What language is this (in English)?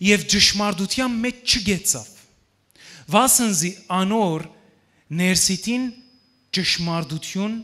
Western Armenian